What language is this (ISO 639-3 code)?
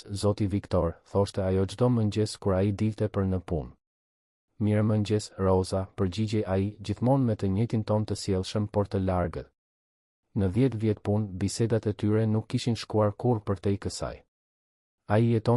sqi